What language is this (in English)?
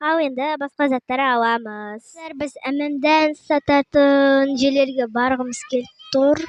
Kazakh